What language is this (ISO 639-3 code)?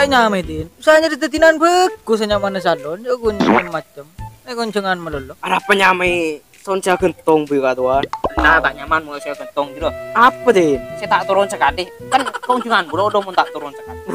mad